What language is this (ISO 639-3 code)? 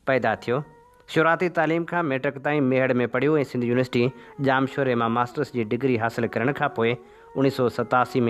snd